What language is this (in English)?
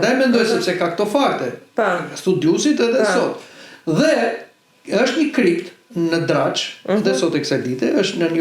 Albanian